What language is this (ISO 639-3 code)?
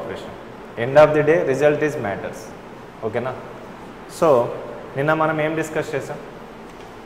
tel